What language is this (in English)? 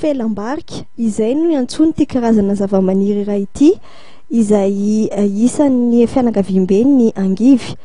Malagasy